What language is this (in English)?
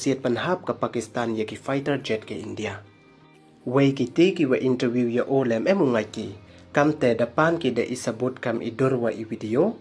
Pnar